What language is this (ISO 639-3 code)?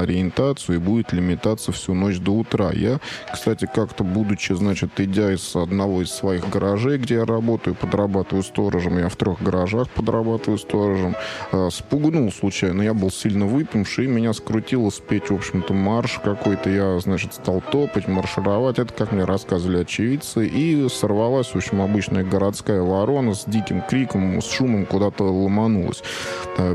rus